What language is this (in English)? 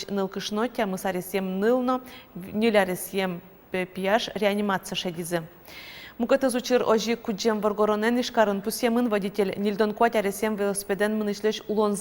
Udmurt